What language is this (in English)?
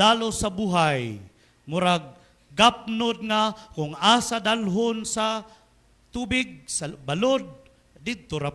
Cebuano